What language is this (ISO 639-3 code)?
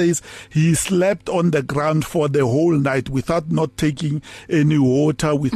eng